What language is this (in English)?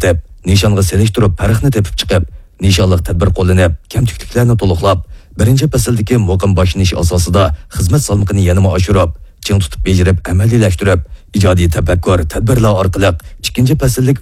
Uyghur